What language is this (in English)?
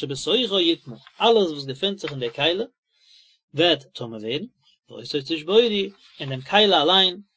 Yiddish